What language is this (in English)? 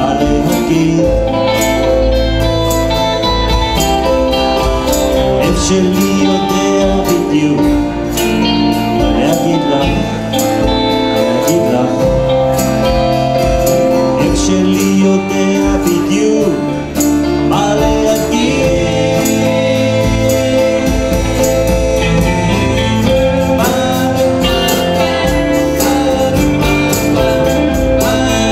Hebrew